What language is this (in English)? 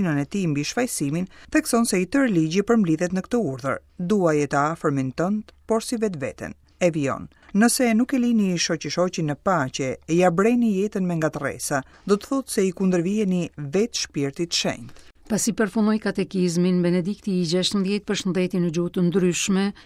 Albanian